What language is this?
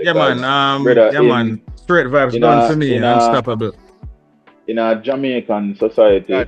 Jamaican Creole English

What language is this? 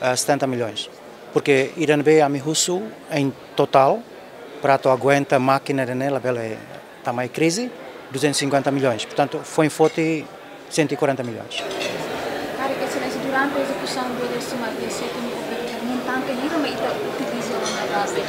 Tetum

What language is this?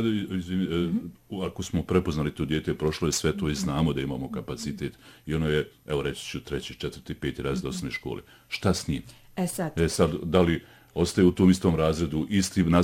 Bosnian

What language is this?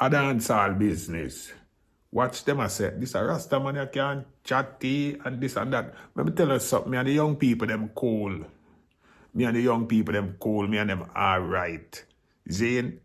Jamaican Creole English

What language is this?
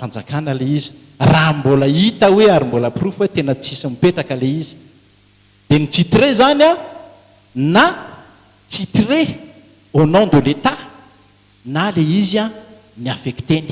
Malagasy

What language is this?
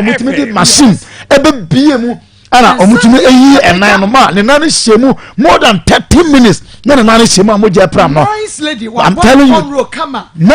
Akan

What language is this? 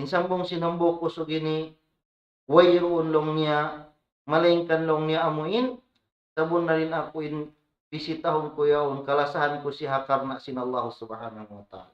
Tausug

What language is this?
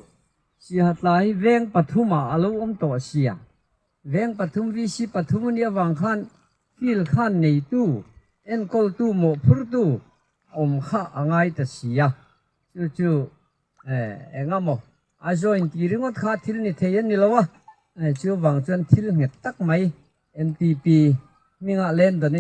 Mizo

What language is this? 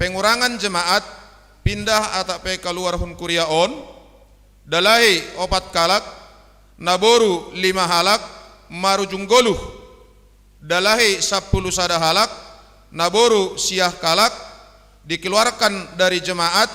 Batak Simalungun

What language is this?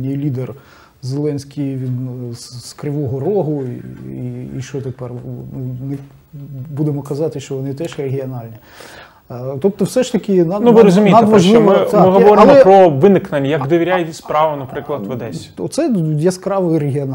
Ukrainian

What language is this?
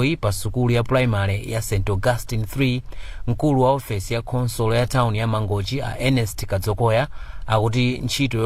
Nyanja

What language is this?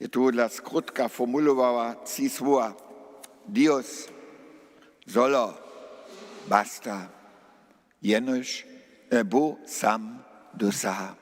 Upper Sorbian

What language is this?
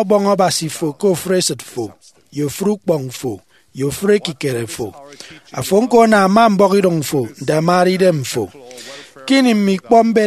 Efik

